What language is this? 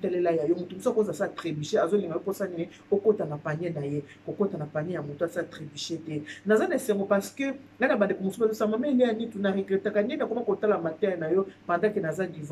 Lingala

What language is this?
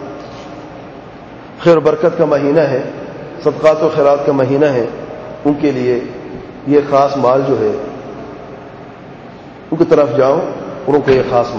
Urdu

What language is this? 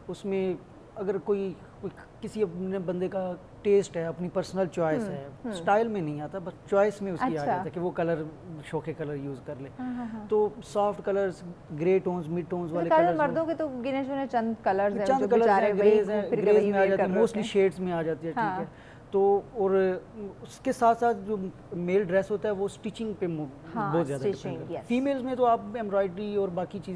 Urdu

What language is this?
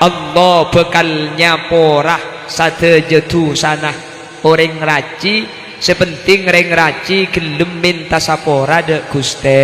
Madurese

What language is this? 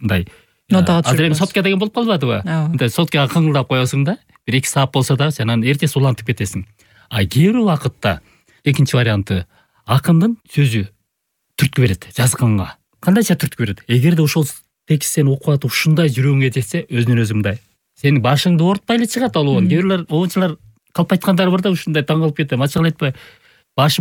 Kyrgyz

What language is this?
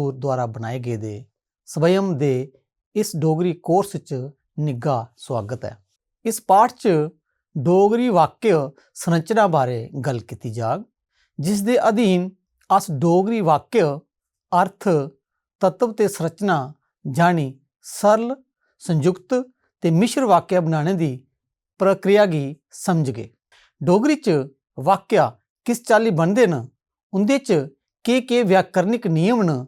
Dogri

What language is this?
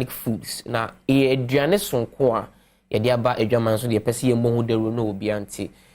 Akan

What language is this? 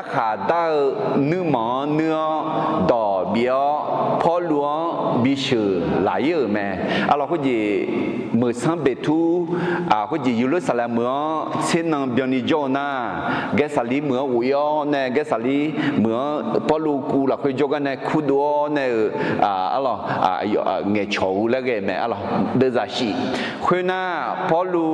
Akha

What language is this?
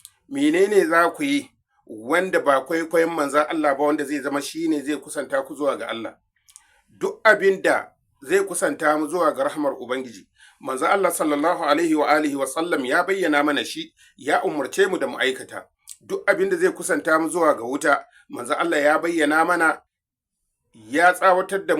Hausa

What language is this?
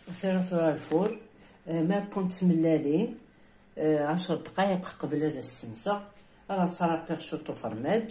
Kabyle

